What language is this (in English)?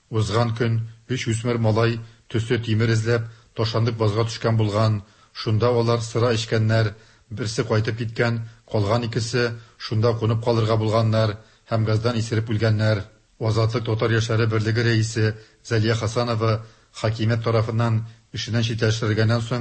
Tatar